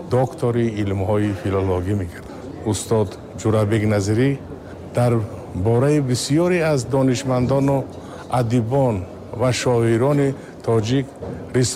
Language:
Tajik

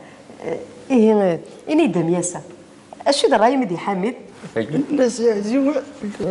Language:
Kabyle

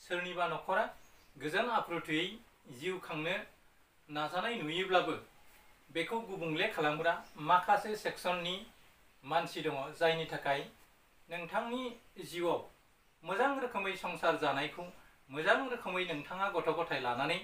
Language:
Bodo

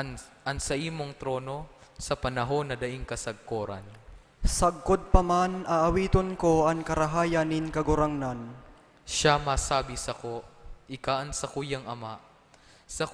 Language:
Bikol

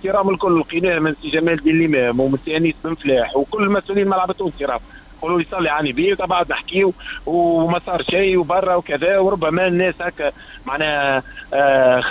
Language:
Tunisian Arabic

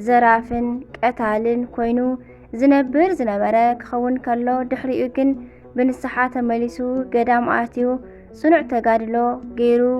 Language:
Tigrinya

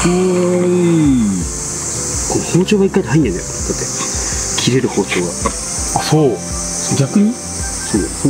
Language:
Japanese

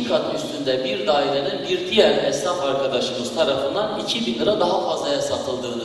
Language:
Turkish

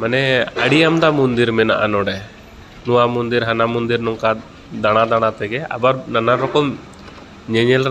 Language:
Santali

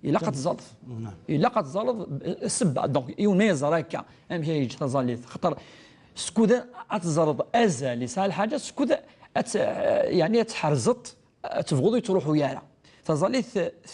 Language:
Kabyle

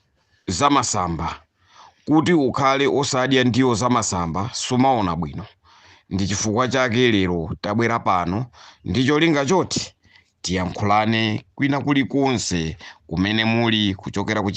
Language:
Nyanja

